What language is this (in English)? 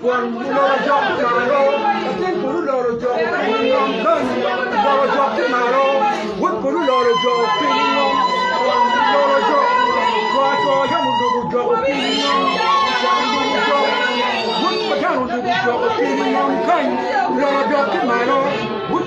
Acoli